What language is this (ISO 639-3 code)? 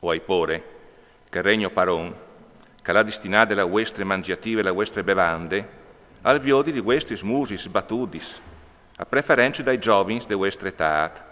fur